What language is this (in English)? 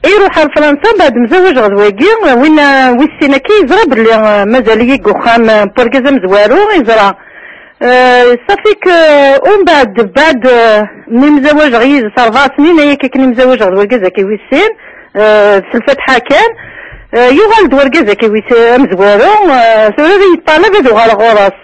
Kabyle